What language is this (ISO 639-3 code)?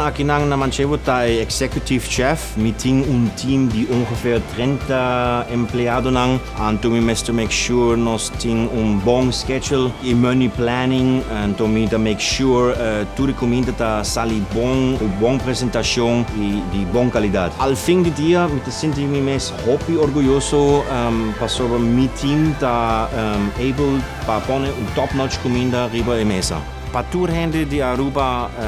pap